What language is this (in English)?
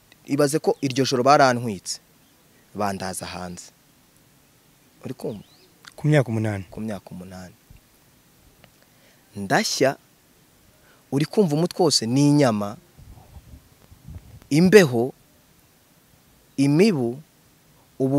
Kinyarwanda